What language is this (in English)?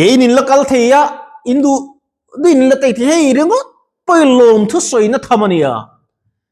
Mizo